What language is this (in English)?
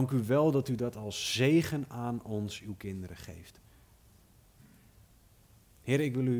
Dutch